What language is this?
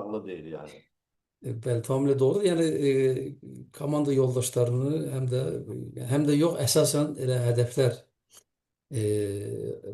Azerbaijani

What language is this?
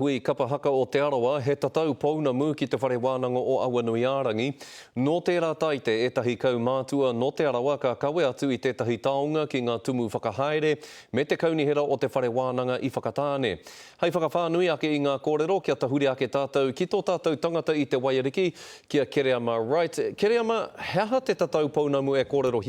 Māori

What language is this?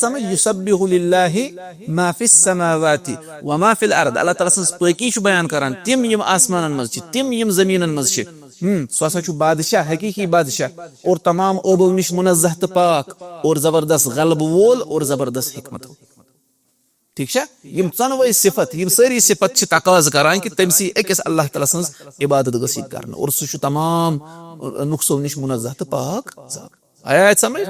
Kashmiri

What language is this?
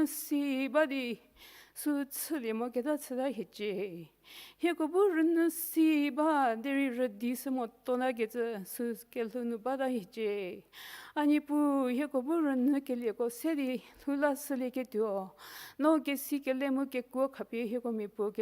Angami Naga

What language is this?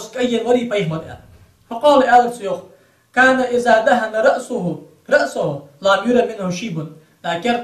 Ingush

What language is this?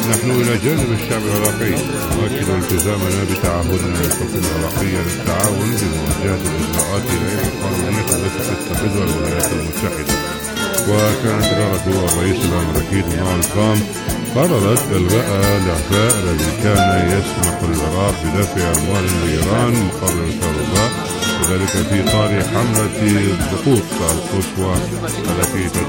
Arabic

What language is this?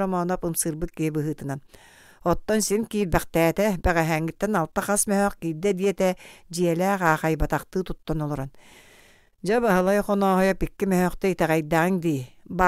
Yakut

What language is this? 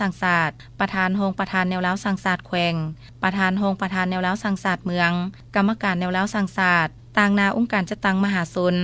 Lao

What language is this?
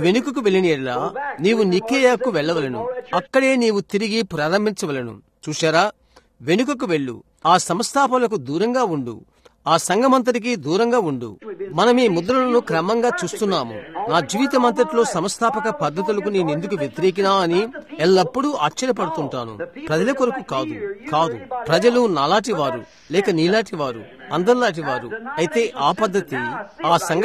Telugu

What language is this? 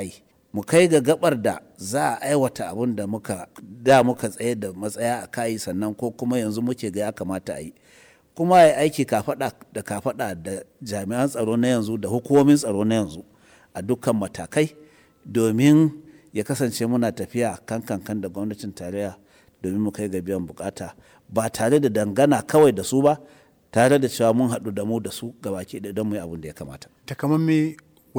Hausa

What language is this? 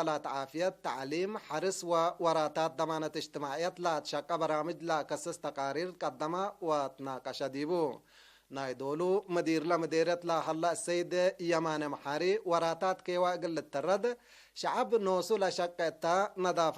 Tigre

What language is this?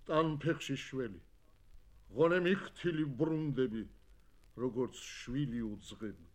Georgian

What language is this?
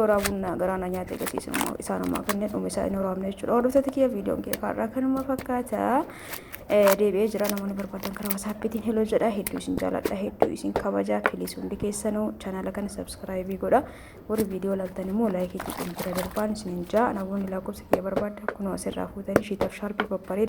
Oromo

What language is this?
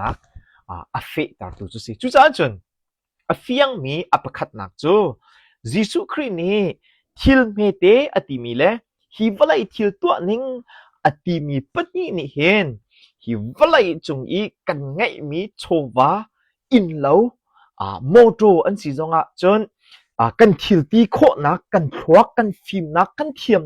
Hakha Chin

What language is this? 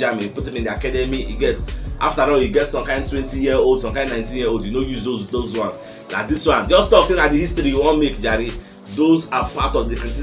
Nigerian Pidgin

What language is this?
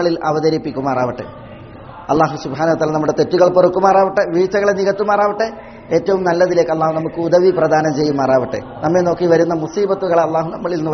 Malayalam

